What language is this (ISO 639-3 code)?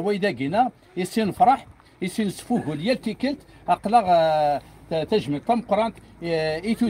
kab